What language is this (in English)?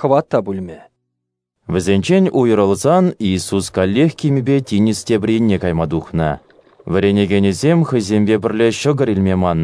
Chuvash